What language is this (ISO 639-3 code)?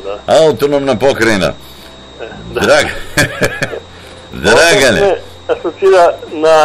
srp